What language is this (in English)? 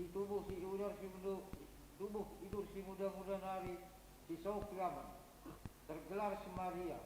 Batak Karo